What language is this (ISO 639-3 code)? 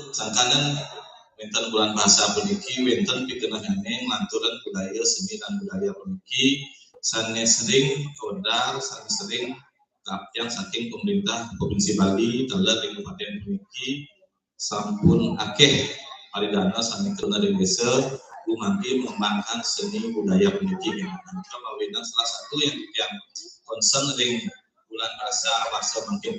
ban